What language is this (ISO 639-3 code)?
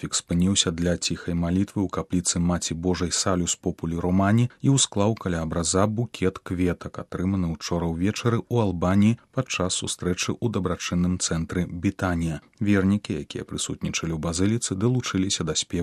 bel